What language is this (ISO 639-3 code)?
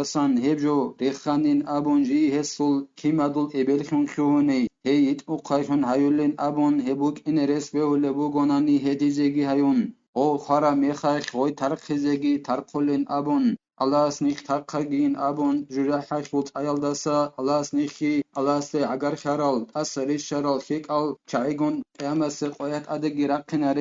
ava